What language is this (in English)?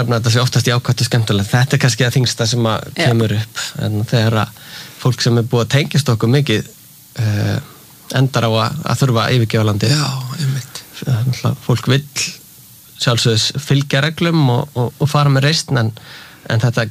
Icelandic